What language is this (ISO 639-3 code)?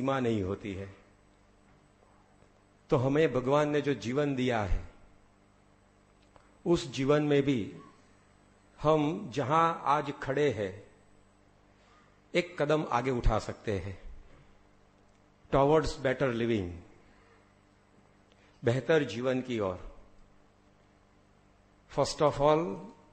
hin